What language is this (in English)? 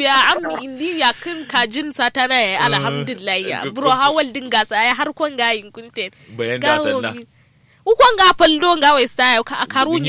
Kanuri